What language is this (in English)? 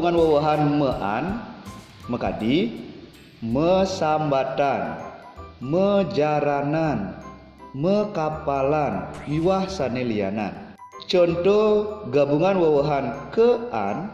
Balinese